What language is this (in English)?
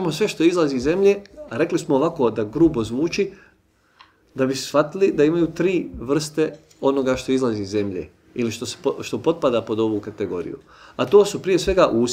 Bosnian